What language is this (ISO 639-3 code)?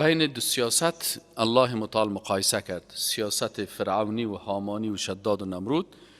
fas